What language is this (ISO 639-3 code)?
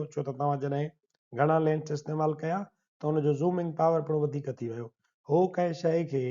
snd